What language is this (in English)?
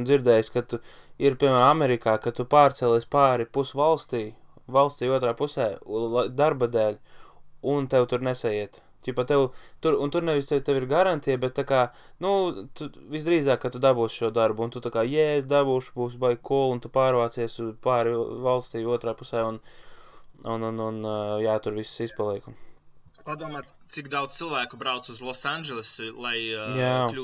Latvian